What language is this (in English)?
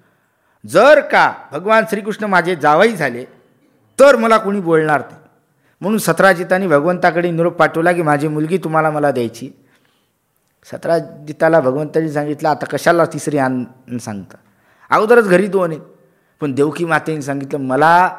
Marathi